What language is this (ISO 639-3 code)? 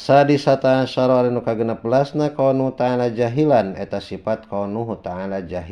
sun